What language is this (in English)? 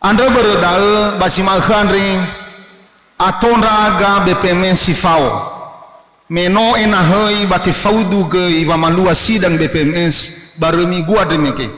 Nias